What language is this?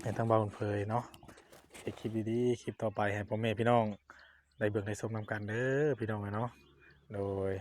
Northeastern Thai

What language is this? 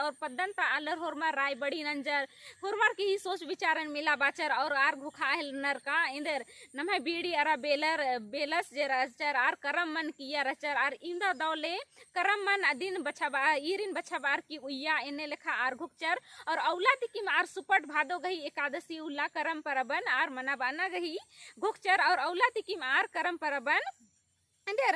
Kurukh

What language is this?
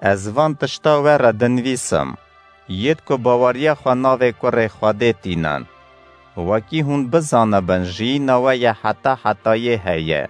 Kurdish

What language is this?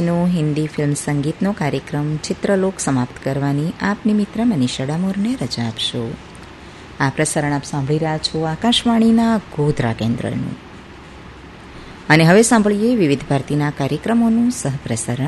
Gujarati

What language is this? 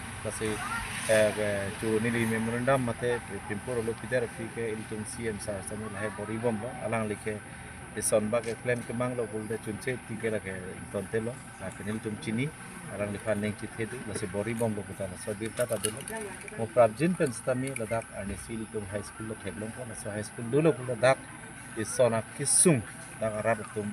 Karbi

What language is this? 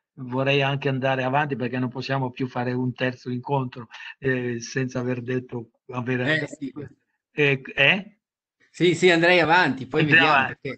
Italian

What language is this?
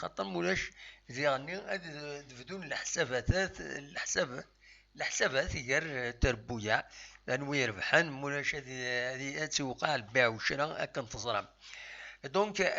Kabyle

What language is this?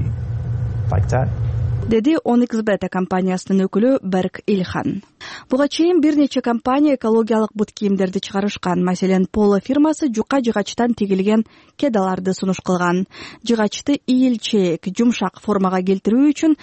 Kyrgyz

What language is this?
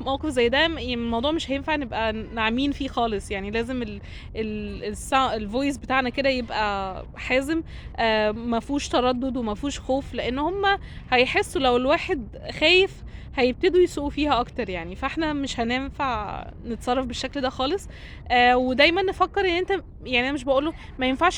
Egyptian Arabic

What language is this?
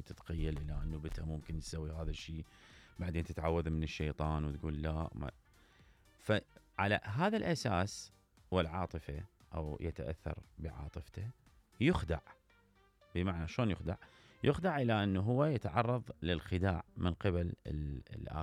Mesopotamian Arabic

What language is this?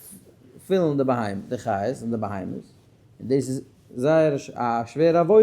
Yiddish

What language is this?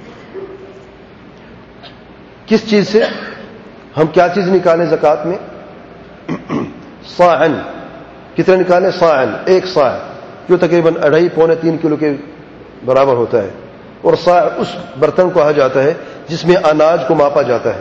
Urdu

